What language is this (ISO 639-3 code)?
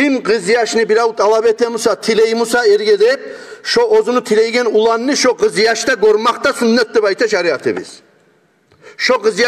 kum